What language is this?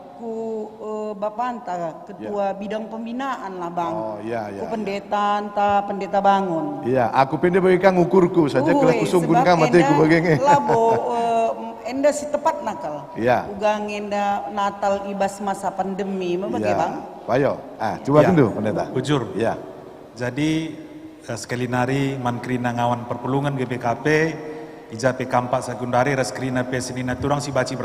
Batak Karo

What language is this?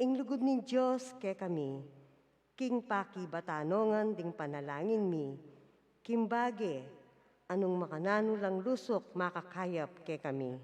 Pampanga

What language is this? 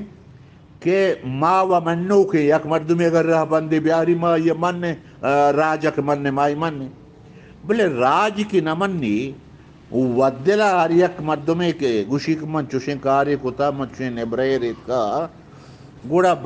Eastern Balochi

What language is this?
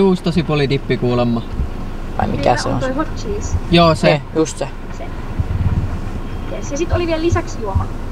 Finnish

